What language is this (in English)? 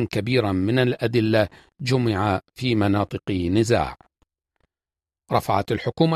Arabic